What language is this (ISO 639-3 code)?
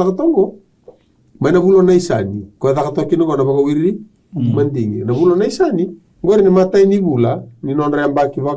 fij